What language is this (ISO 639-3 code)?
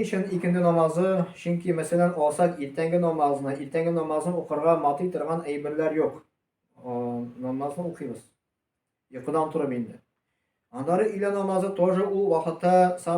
tat